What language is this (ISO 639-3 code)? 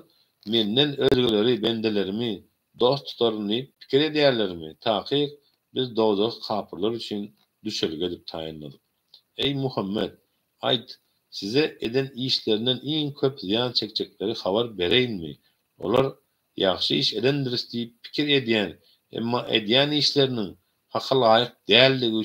tuk